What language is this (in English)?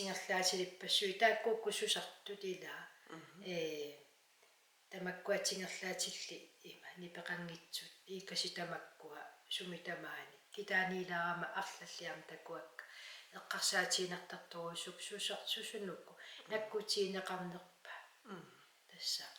Kalaallisut